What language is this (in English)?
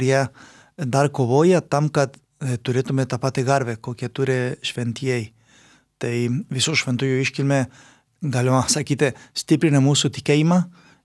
Lithuanian